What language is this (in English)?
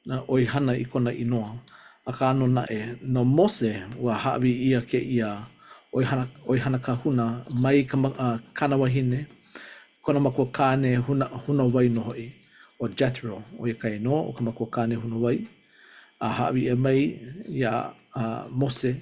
Hawaiian